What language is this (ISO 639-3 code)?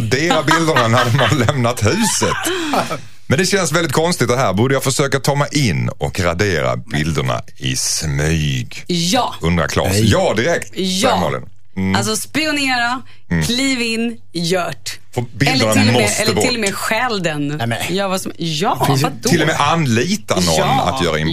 swe